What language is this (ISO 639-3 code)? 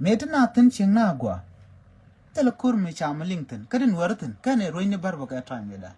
nus